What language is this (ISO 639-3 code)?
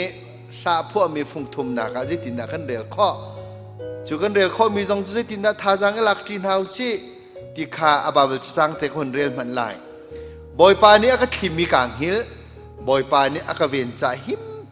cnh